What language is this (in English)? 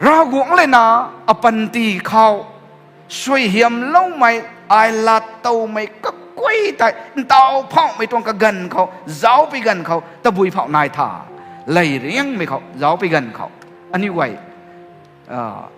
Rongmei Naga